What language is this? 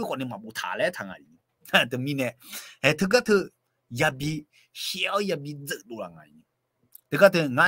Akha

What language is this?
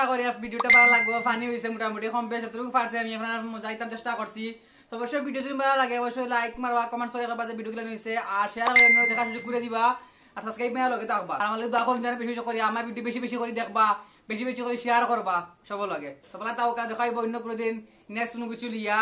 Sylheti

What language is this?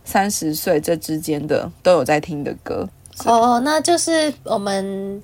Chinese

